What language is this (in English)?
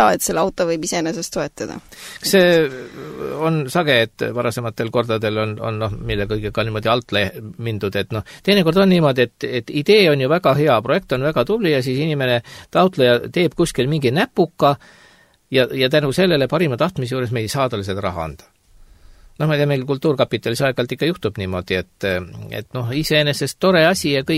Estonian